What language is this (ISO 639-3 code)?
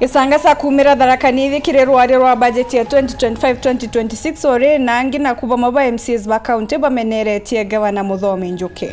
mer